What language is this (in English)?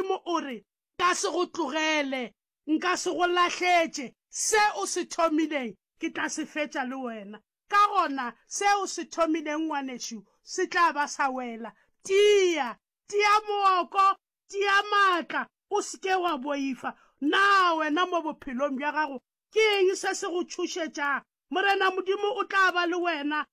Northern Sotho